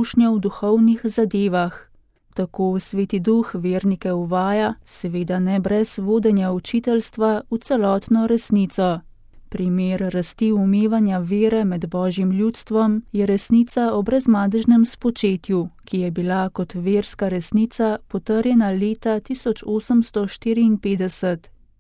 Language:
Slovenian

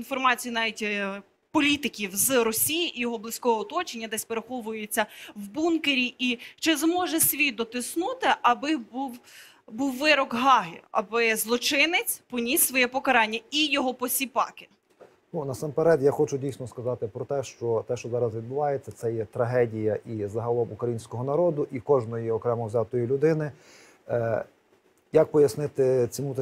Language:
Ukrainian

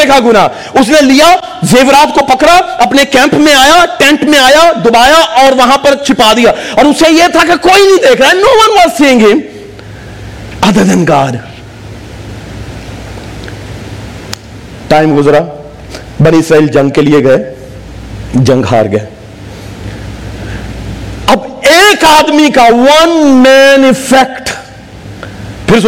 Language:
Urdu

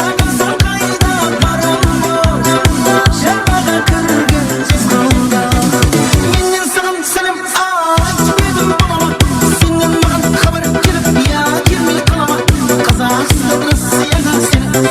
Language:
Kara-Kalpak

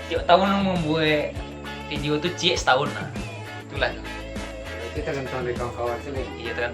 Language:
Minangkabau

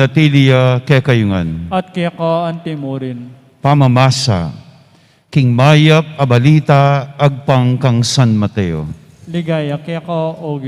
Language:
Pampanga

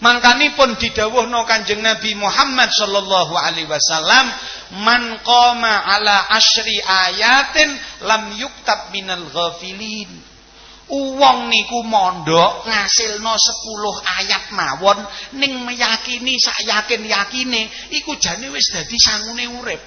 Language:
Javanese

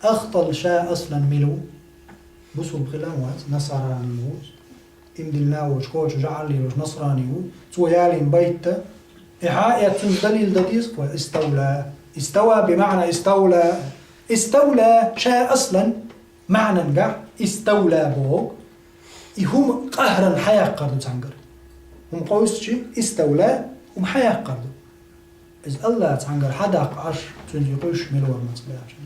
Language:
Chechen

